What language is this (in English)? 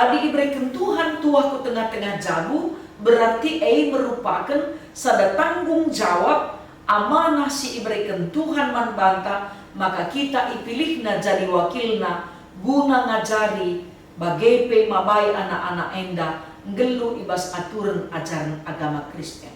Batak Karo